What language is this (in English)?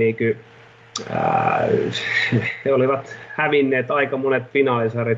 Finnish